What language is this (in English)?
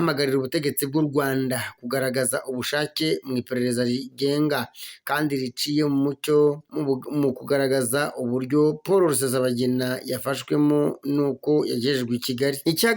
Kinyarwanda